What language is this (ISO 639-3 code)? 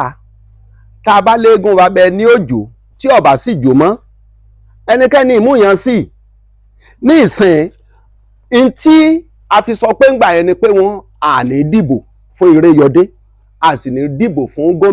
yor